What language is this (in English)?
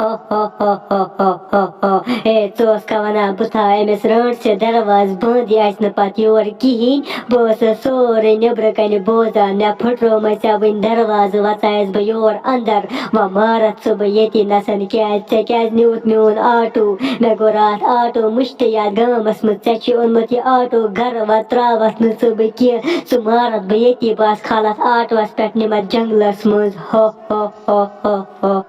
Kashmiri